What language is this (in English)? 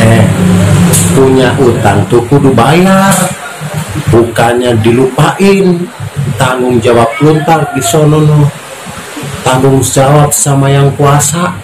Betawi